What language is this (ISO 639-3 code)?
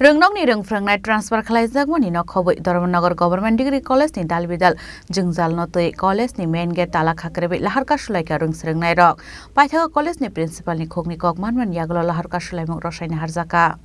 trp